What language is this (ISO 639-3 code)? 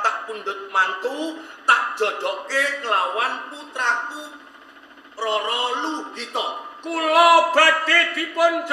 jav